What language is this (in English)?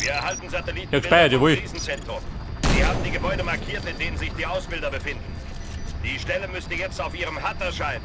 Bavarian